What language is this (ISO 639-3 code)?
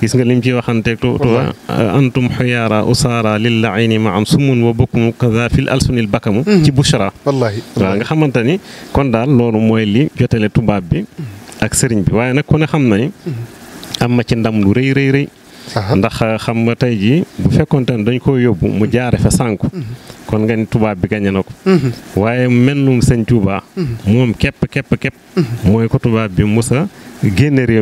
wol